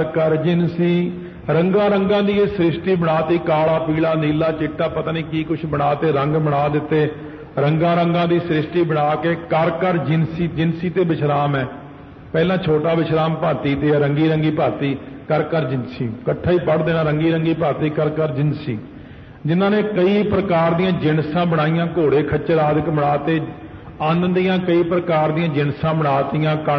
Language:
Punjabi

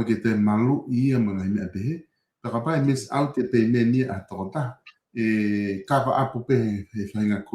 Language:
Tongan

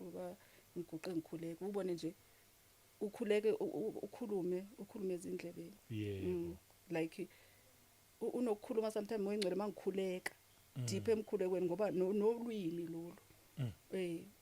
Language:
Zulu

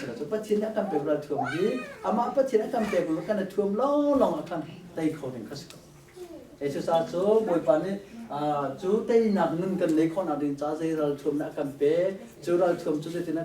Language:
Hakha Chin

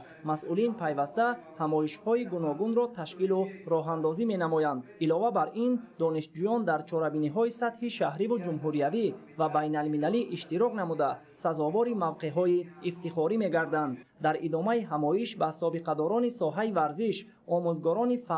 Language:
Tajik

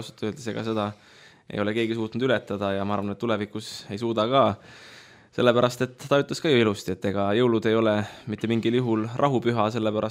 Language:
Estonian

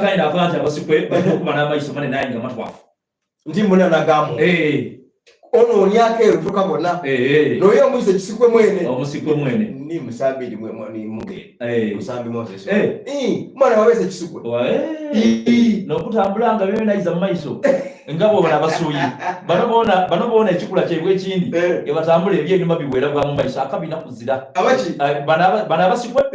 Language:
Soga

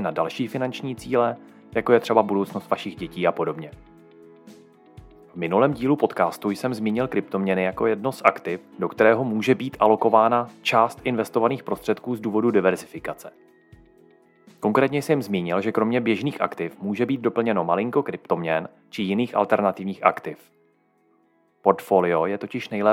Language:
Czech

